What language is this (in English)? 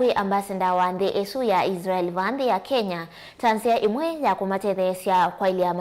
Kamba